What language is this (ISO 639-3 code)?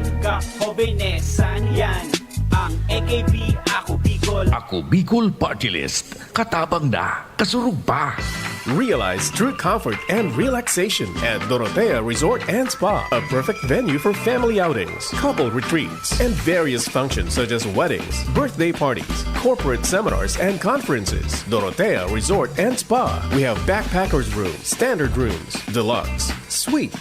bik